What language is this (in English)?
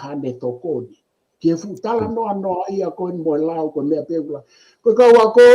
Tongan